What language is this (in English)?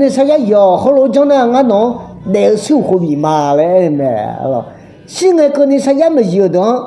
Akha